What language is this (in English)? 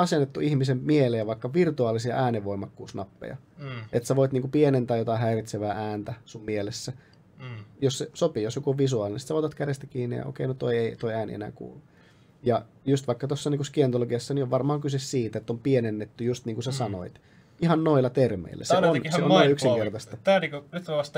Finnish